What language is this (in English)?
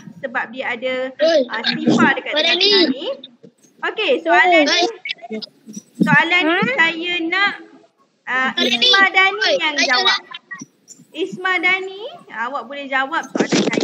Malay